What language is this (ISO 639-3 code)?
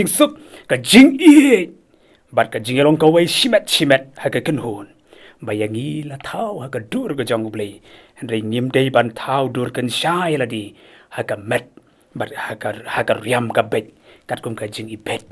kha